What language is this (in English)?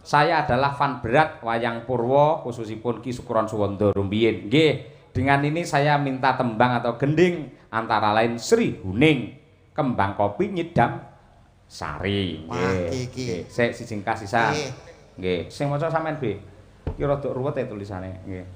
Javanese